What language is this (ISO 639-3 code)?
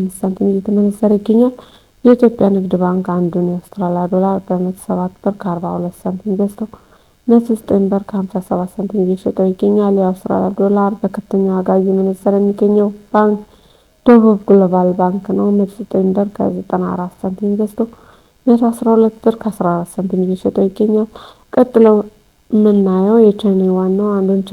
amh